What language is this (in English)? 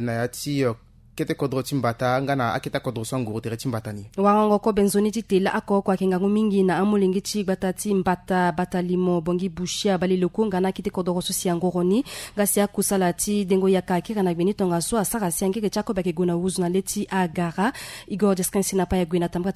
Sango